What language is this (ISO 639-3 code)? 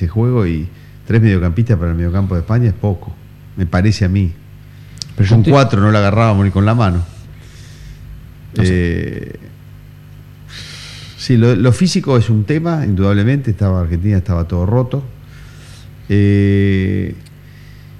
spa